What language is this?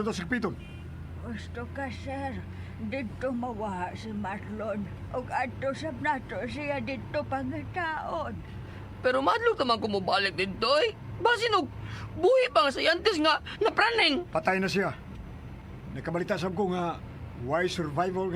Cebuano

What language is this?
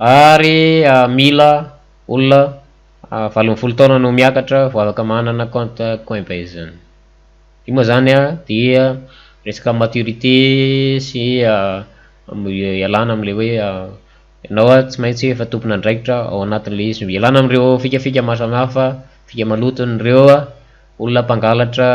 Malagasy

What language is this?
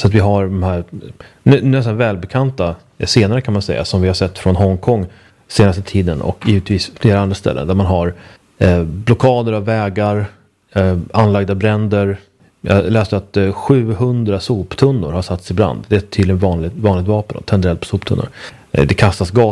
Swedish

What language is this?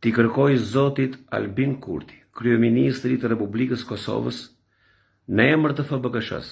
Albanian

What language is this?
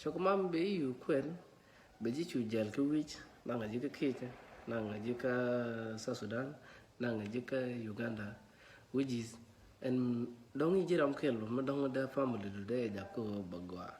Nuer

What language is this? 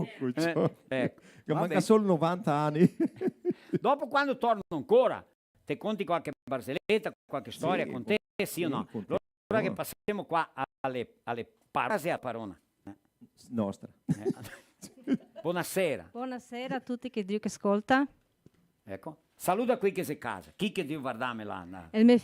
Venetian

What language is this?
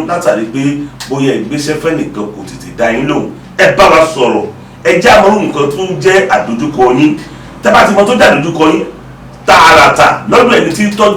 Yoruba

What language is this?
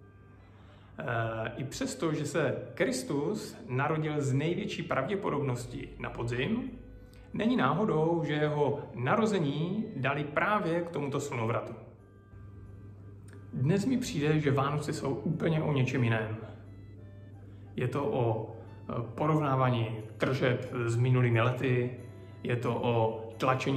Czech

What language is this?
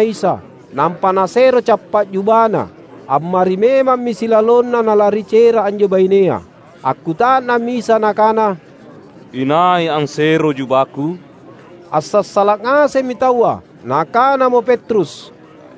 Makasar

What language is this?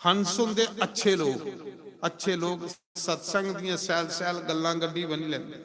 Dogri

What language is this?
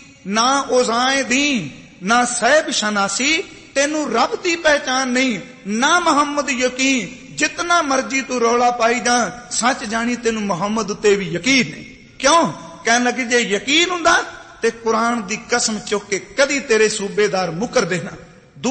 Punjabi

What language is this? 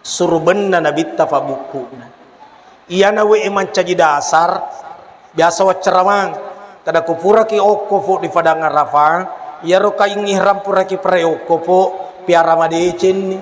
Buginese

